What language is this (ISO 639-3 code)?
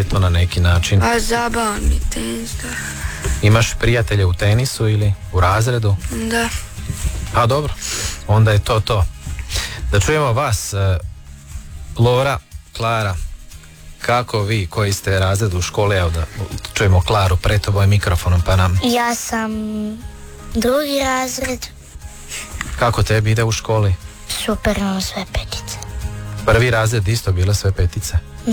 hrv